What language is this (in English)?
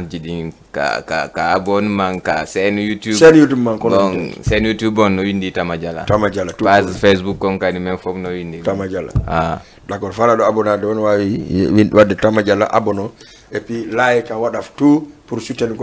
Fula